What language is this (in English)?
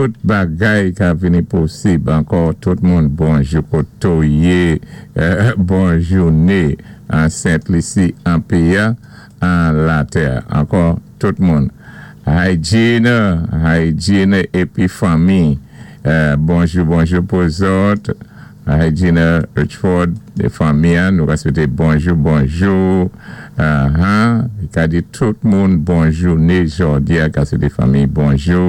Saint Lucian Creole French